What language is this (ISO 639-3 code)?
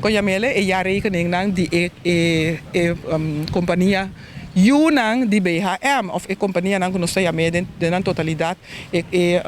pap